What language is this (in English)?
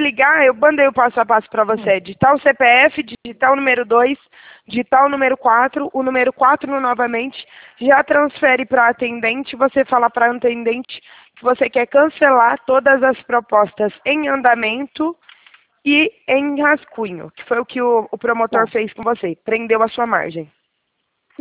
Portuguese